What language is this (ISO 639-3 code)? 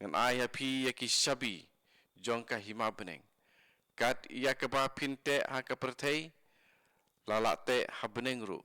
kha